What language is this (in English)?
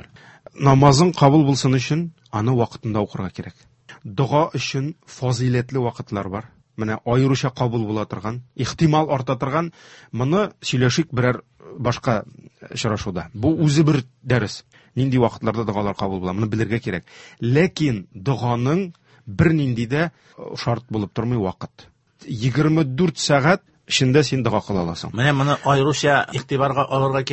Tatar